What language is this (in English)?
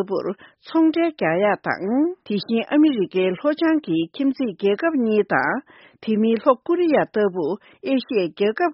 Tibetan